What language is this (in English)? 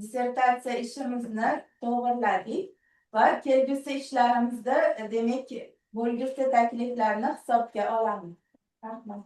Uzbek